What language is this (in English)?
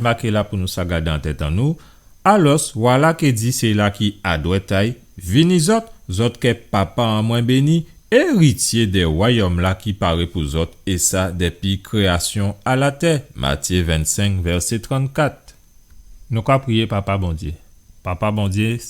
Guadeloupean Creole French